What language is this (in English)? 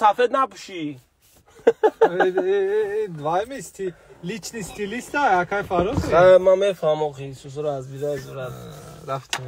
Tajik